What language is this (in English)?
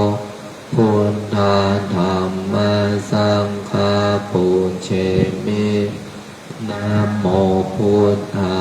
Pali